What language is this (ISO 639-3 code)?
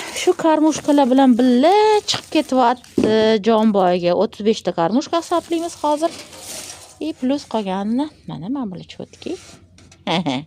uzb